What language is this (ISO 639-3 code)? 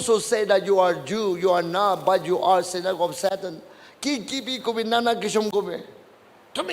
nag